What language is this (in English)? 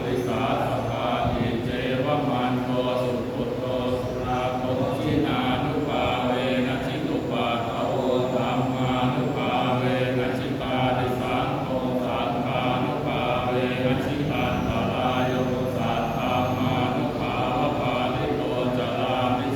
Pali